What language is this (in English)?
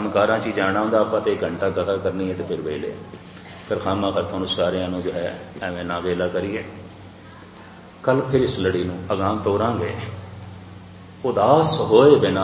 Punjabi